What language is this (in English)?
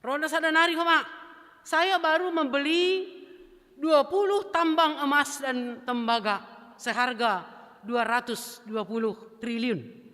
Batak Simalungun